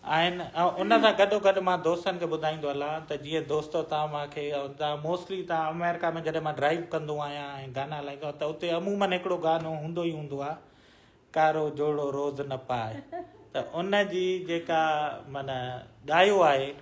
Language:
Sindhi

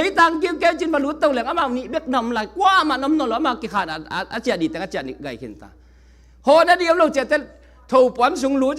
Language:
Tedim Chin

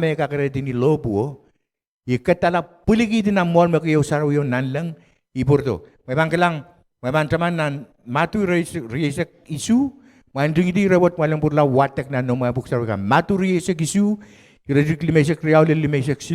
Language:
Pohnpeian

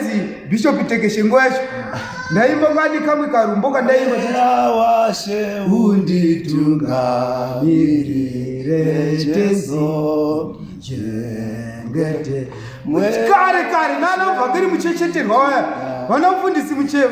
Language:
Shona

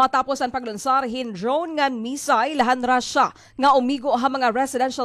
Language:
Waray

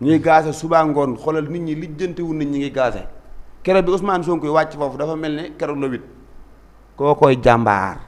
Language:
Wolof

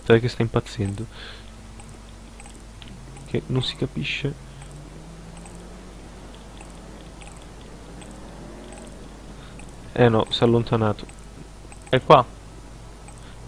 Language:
Italian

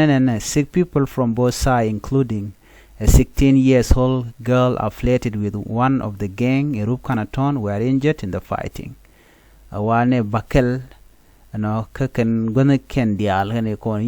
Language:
Nuer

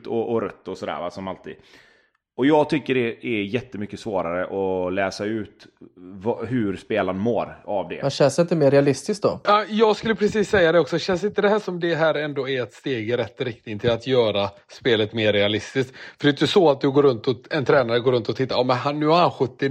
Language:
Swedish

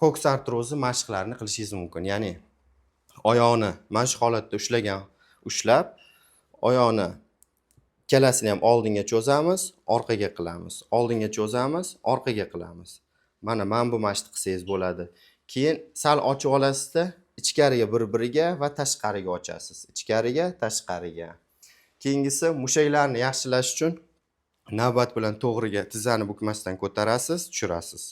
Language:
Uzbek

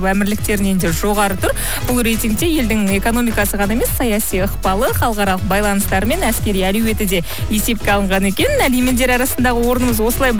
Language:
Kazakh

